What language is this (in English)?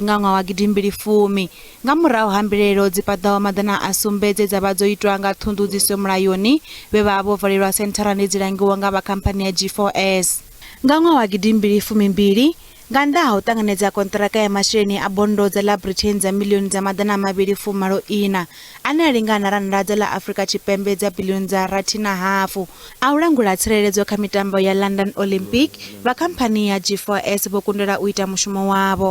Venda